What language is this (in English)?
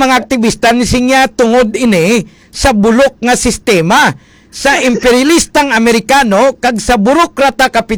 Hiligaynon